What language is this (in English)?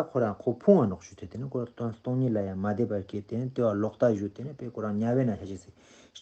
Ladakhi